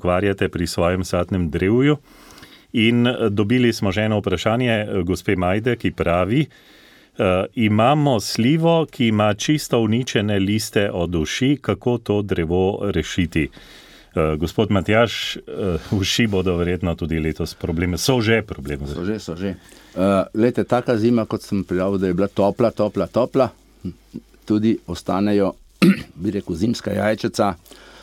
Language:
Slovenian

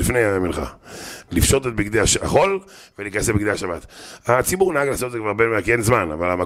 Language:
Hebrew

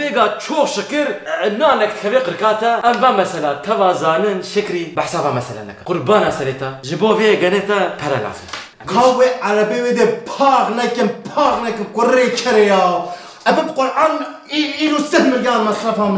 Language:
Kurdish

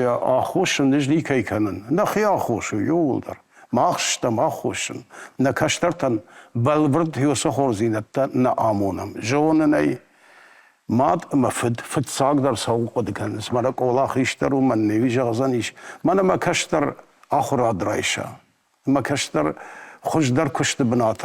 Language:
Ossetic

